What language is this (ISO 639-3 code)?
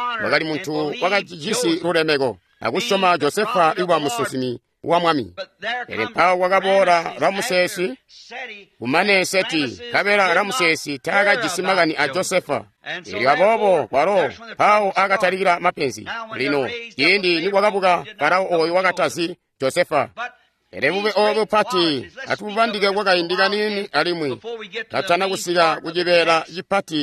toi